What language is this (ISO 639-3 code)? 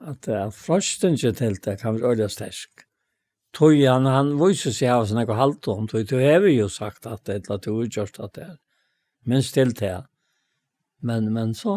fao